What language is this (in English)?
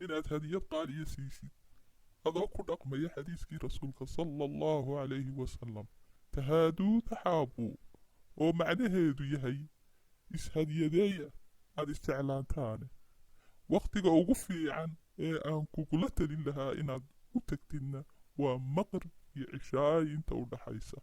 Somali